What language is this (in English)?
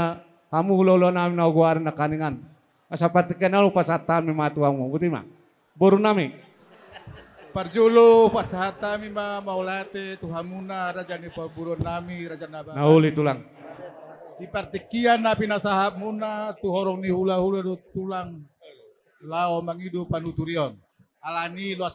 Batak Toba